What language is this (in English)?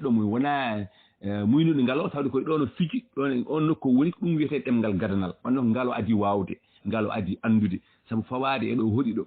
Fula